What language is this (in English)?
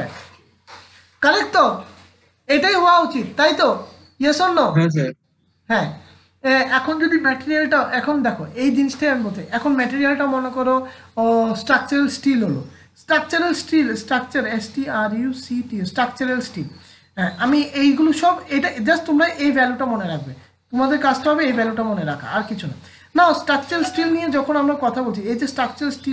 Bangla